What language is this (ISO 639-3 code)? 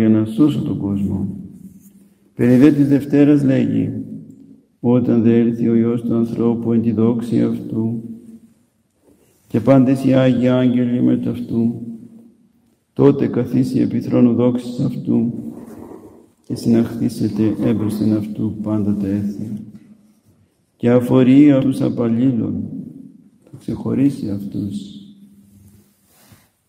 ell